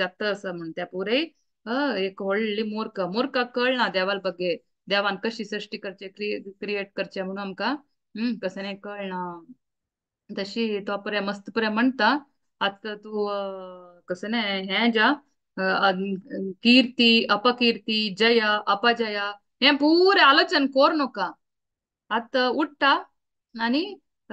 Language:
Konkani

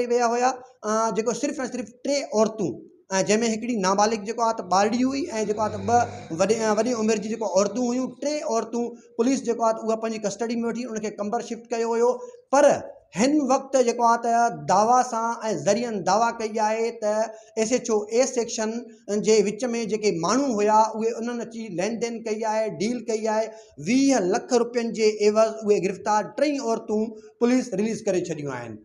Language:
Sindhi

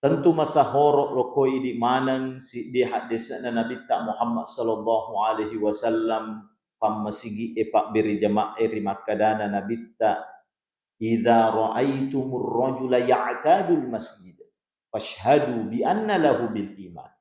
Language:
Buginese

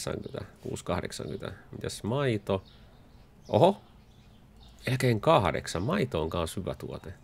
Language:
Finnish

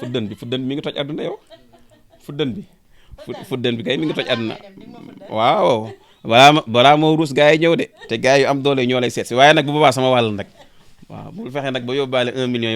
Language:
Wolof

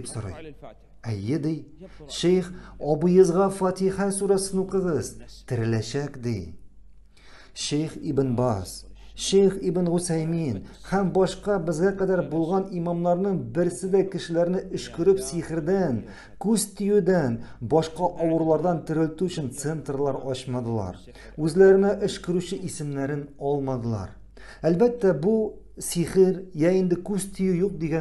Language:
Tatar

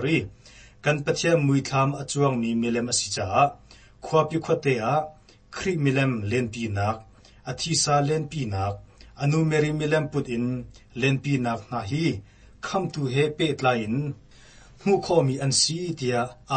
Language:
Hakha Chin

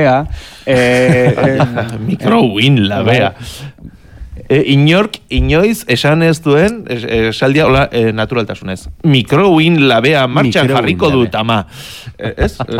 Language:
Basque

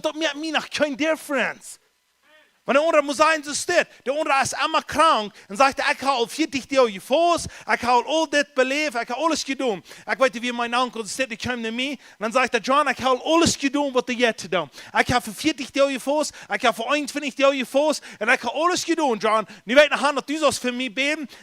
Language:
Plautdietsch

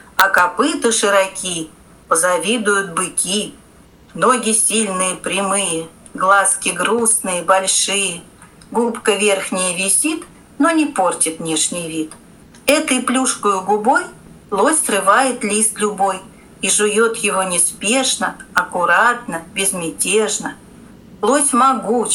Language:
Russian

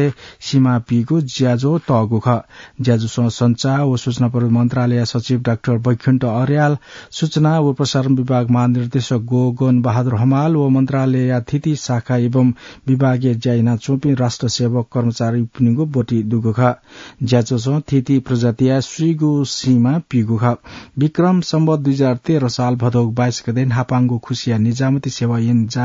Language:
Newari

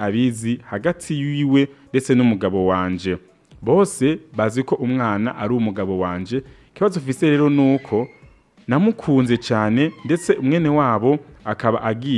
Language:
Rundi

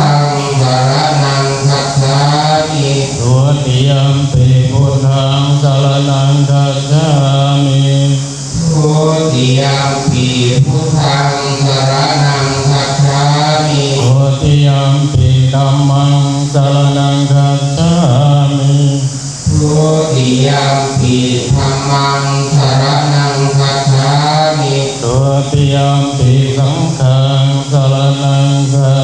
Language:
Pali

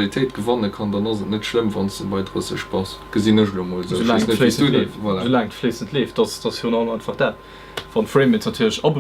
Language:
Luxembourgish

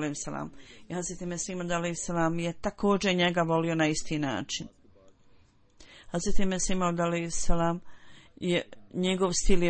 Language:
Bosnian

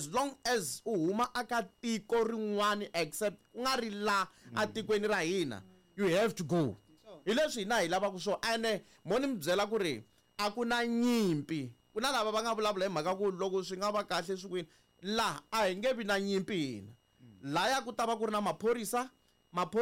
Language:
Tsonga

